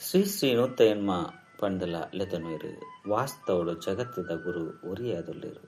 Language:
Tulu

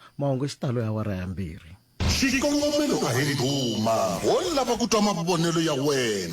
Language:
Tsonga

